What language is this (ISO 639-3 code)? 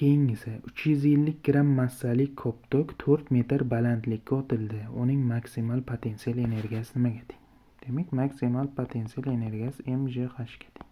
uzb